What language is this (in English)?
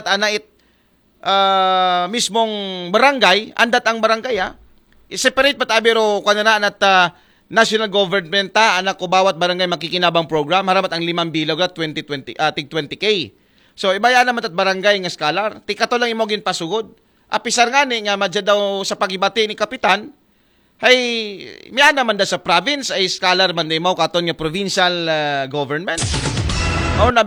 Aklanon